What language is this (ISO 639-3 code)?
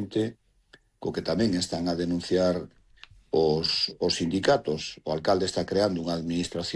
glg